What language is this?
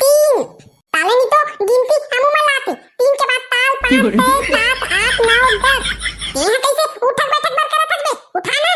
Chhattisgarhi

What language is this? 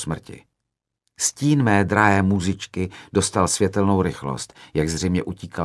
Czech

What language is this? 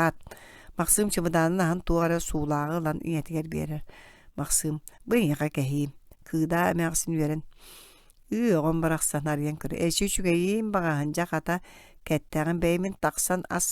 Yakut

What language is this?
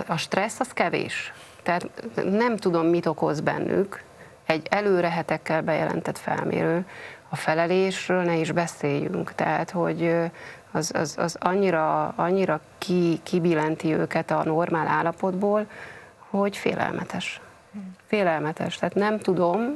Hungarian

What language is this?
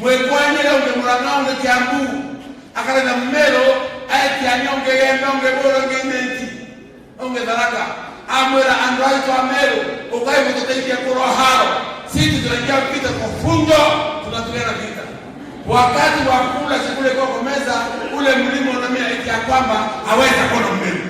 Meru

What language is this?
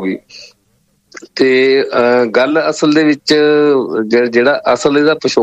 Punjabi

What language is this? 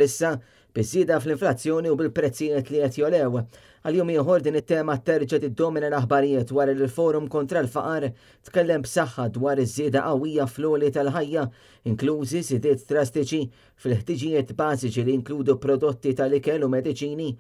Maltese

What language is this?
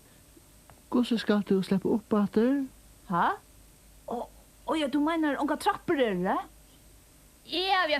Faroese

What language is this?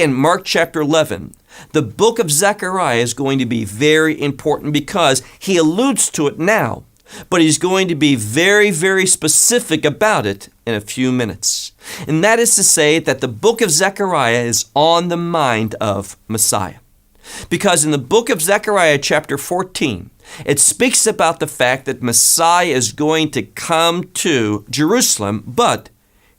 English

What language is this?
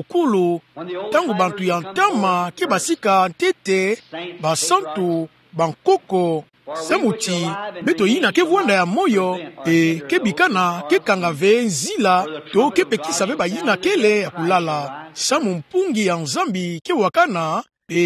Kituba (Democratic Republic of Congo)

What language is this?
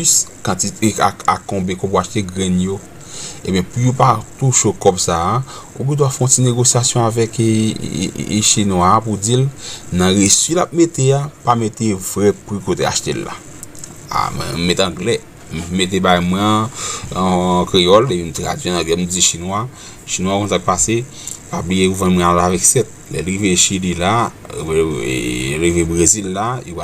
Haitian Creole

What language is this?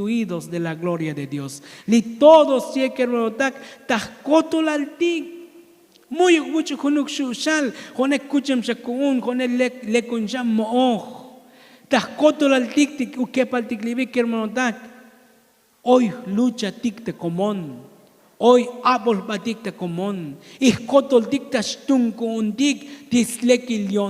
Tzotzil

